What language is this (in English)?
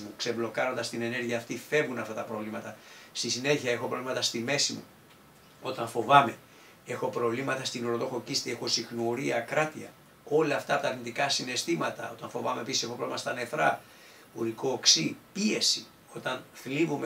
Greek